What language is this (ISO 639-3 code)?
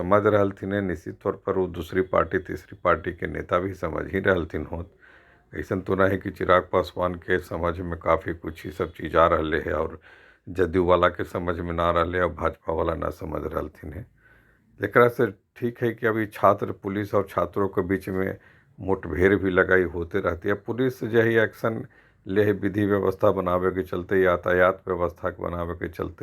mag